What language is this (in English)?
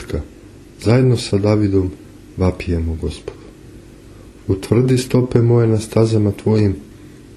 Serbian